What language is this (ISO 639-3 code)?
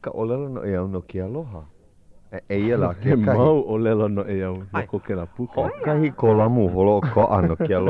haw